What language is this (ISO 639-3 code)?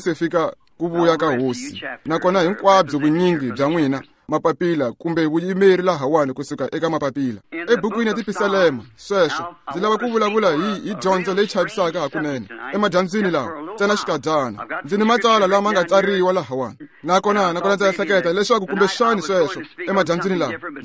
tso